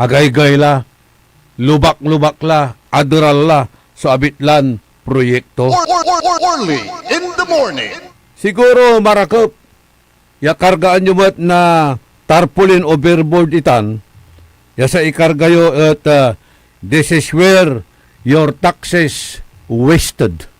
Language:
Pangasinan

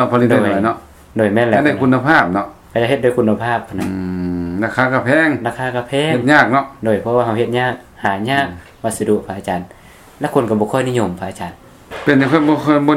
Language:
Lao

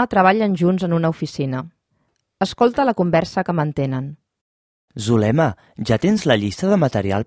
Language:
Catalan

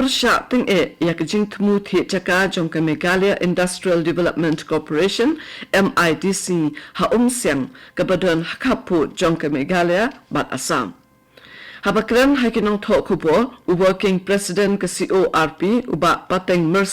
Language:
Khasi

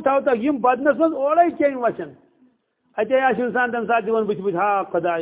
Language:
Kashmiri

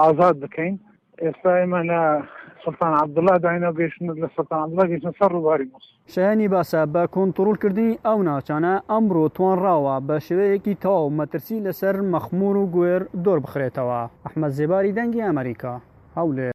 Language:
Central Kurdish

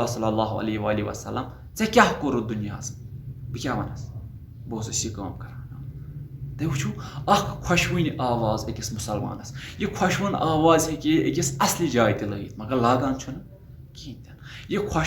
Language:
Kashmiri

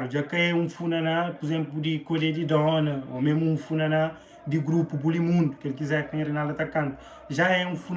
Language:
Kabuverdianu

